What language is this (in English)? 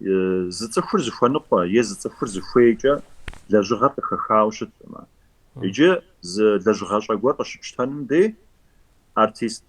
Kabardian